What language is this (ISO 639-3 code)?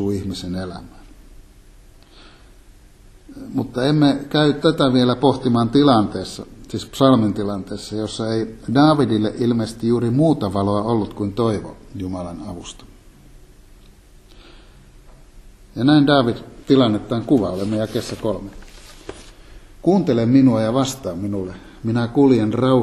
fin